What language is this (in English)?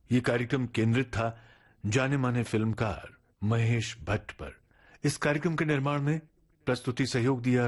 Hindi